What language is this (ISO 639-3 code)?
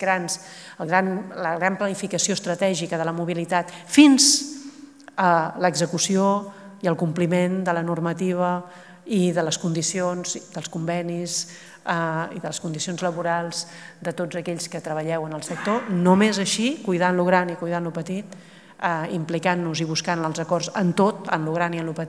cat